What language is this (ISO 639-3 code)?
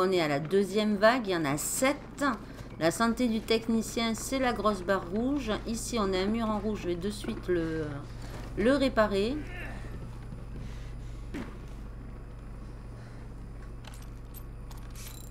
fra